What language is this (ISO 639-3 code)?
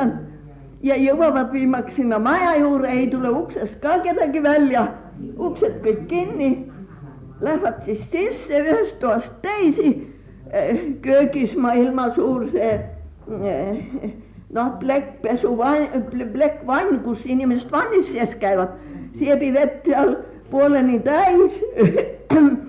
est